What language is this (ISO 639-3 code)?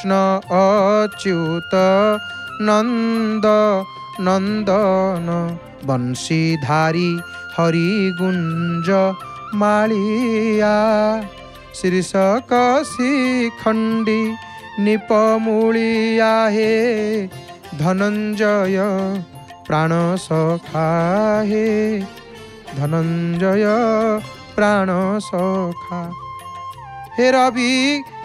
ori